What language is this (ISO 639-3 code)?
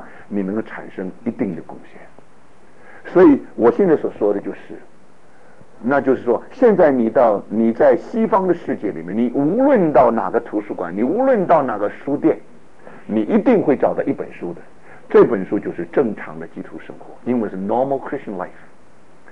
zho